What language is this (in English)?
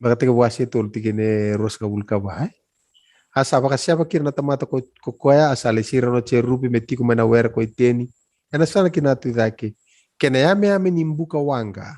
Fijian